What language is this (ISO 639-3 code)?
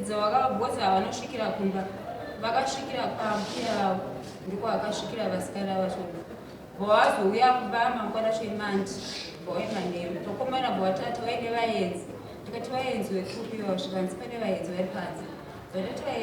sna